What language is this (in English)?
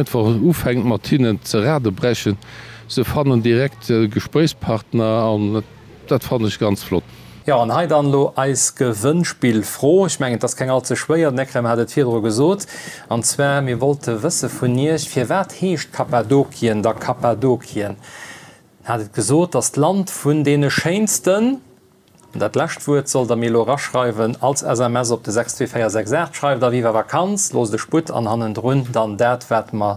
Luxembourgish